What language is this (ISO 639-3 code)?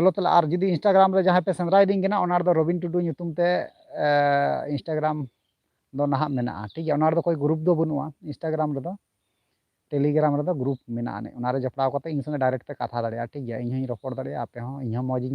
sat